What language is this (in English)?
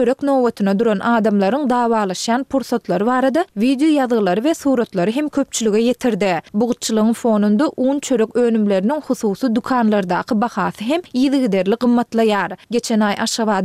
Turkmen